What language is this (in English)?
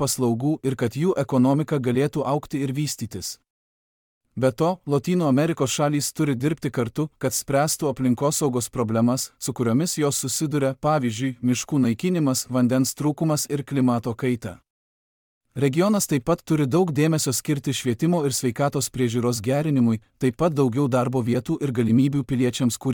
Lithuanian